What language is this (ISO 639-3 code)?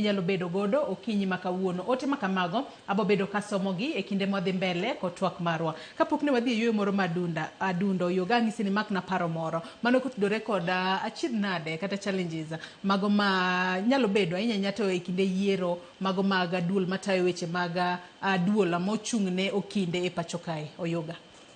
luo